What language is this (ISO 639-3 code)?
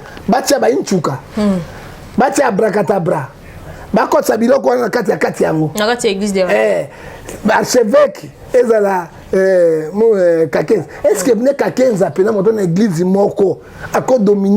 lin